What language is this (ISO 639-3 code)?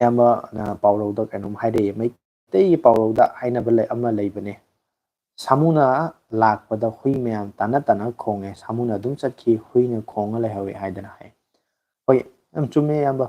mni